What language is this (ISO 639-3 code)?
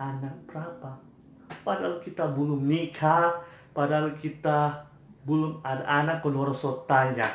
xmm